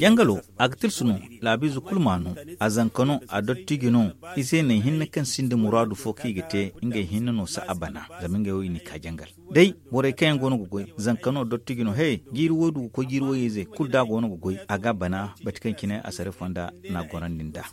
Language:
Zarma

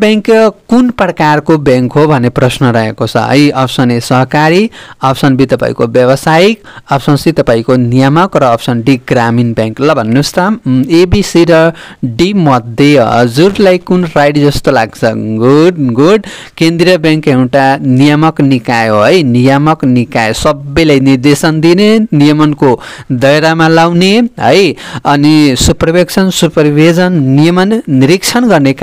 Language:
Nepali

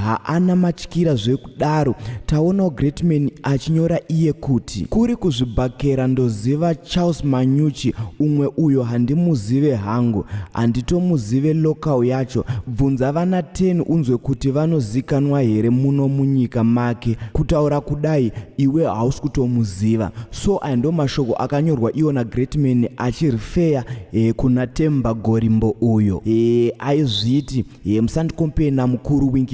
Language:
Shona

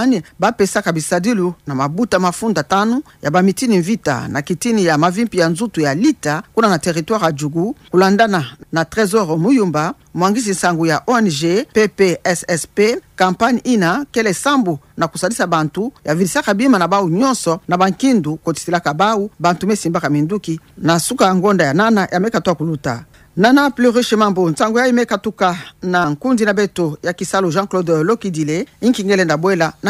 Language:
Kituba (Democratic Republic of Congo)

